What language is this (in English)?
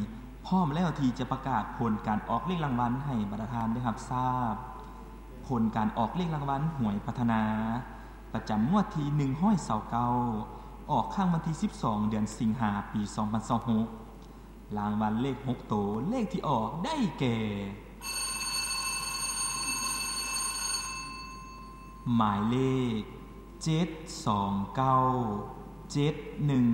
Lao